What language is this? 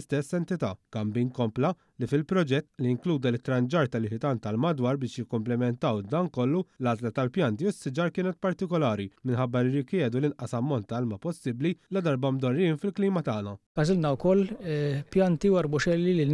Maltese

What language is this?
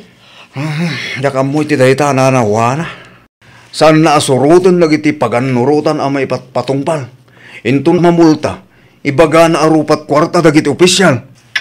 Iloko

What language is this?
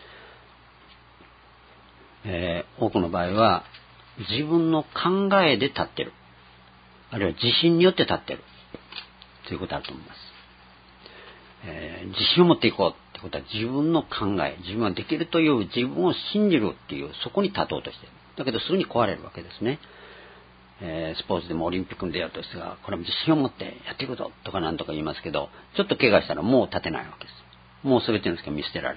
Japanese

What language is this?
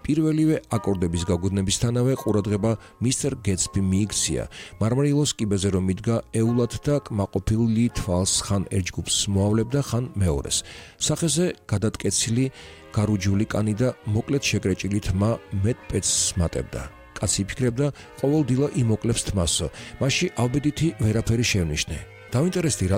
Georgian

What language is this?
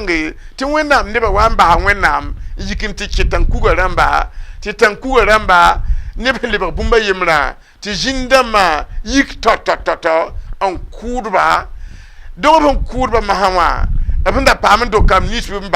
Mossi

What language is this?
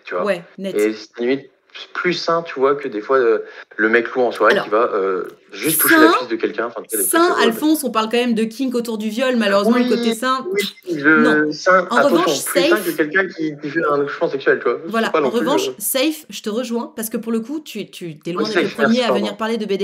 French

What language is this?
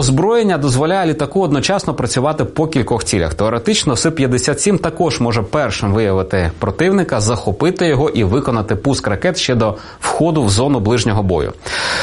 Ukrainian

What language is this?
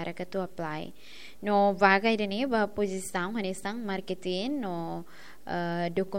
Tetum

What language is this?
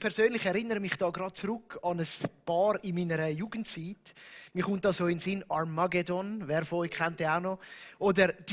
Swiss German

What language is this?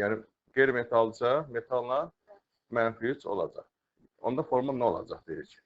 Azerbaijani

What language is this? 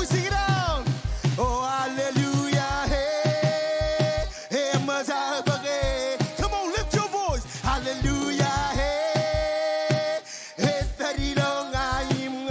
Marshallese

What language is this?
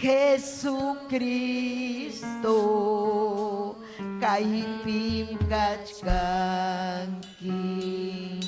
Ayacucho Quechua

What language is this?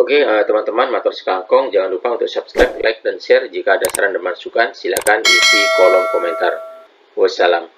Madurese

